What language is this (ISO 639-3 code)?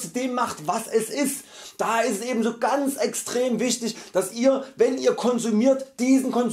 deu